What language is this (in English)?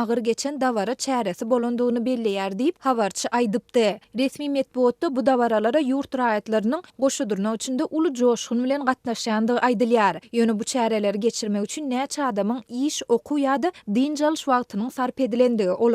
Turkmen